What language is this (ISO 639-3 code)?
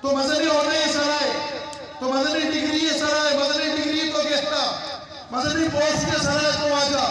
bgp